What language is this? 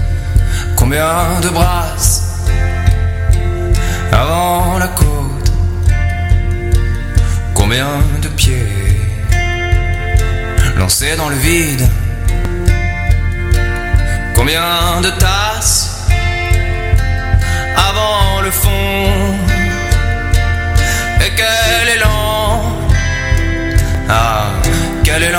French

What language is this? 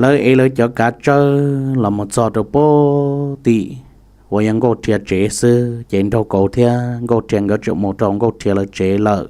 Hmong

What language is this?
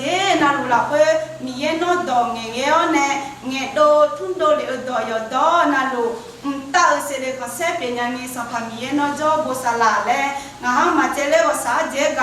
Akha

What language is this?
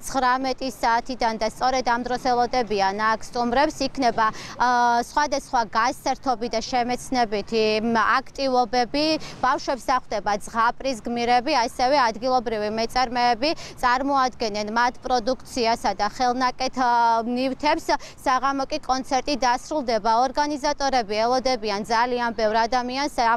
Georgian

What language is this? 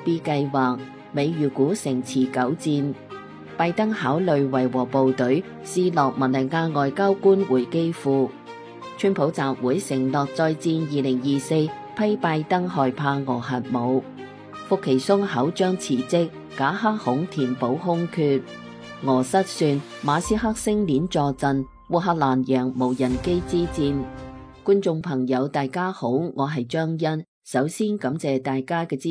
Cantonese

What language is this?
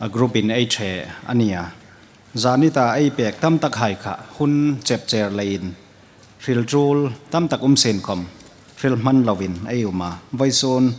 Hmar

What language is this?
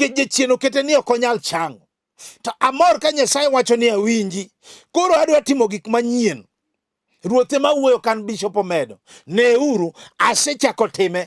Luo (Kenya and Tanzania)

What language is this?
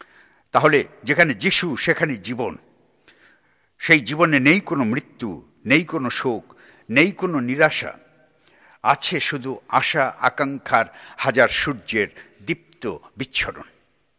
Bangla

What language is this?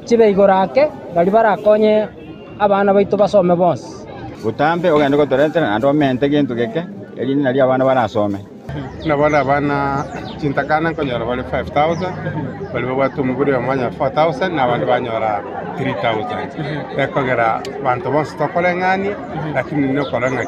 Gusii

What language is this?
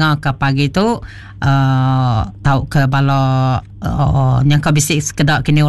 Iban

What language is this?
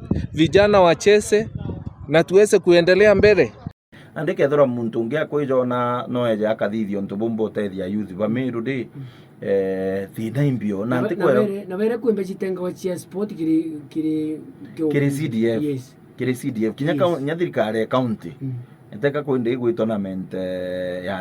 Meru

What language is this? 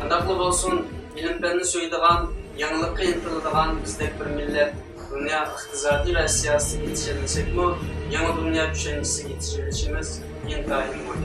Uyghur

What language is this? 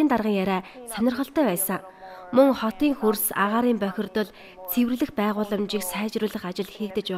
Mongolian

